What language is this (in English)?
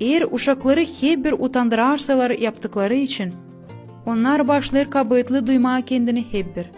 Gagauz